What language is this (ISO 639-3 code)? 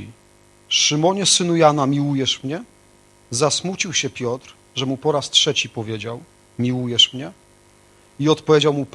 pol